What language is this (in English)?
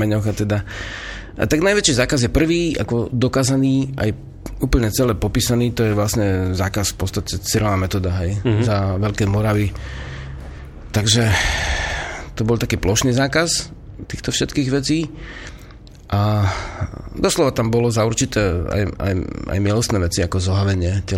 Slovak